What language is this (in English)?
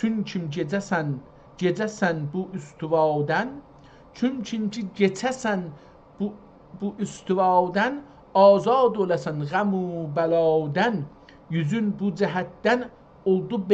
South Azerbaijani